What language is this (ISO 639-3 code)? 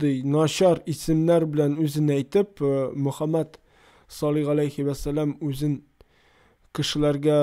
tat